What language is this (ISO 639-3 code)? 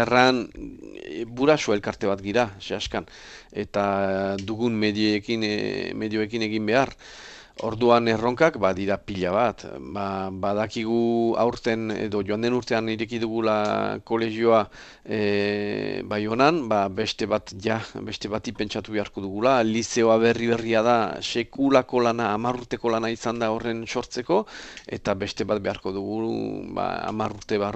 eus